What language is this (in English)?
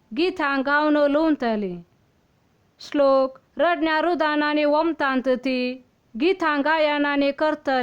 Konkani